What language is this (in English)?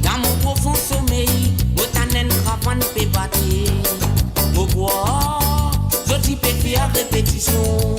Morisyen